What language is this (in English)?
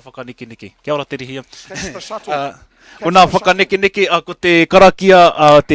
Māori